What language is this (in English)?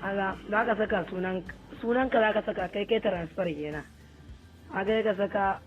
Hausa